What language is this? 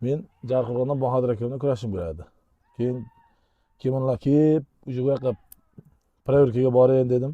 Uzbek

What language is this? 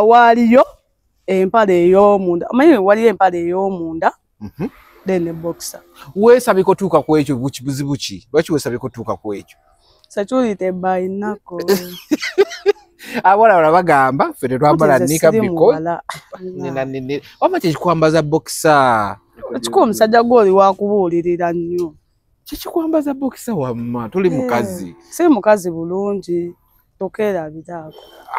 Ganda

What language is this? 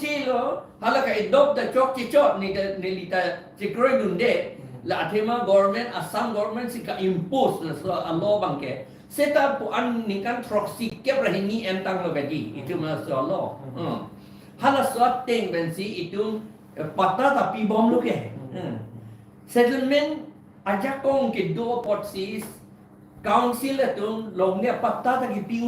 Karbi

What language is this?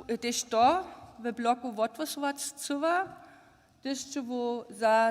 Upper Sorbian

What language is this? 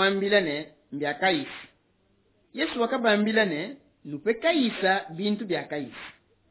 Luba-Lulua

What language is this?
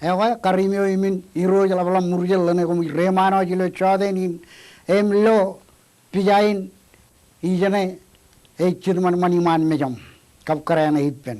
Marshallese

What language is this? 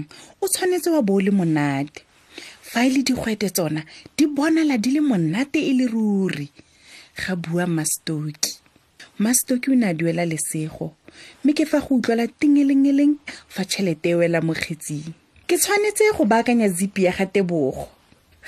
Tswana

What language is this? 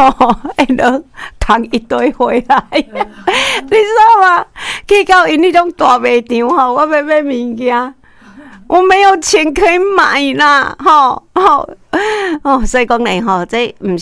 Min Nan Chinese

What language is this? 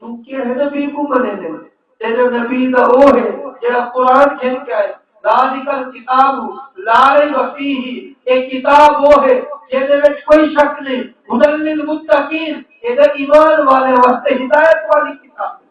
Saraiki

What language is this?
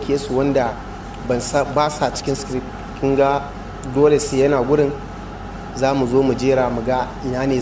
Hausa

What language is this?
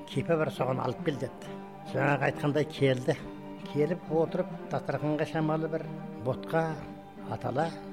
Kazakh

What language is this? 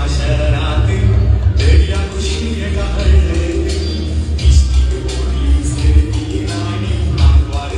Konkani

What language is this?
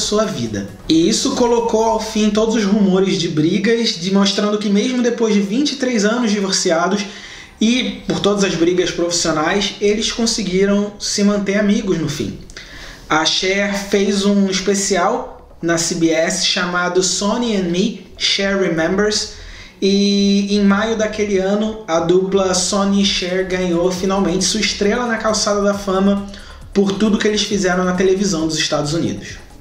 Portuguese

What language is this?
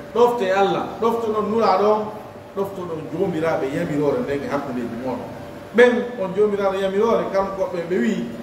Pular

